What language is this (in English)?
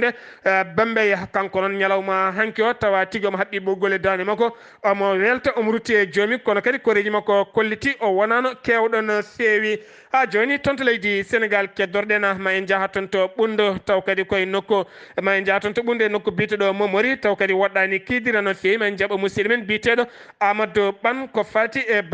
Fula